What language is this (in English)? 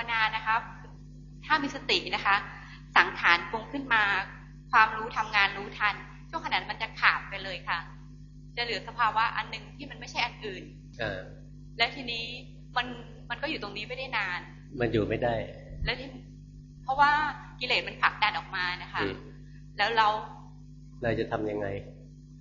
Thai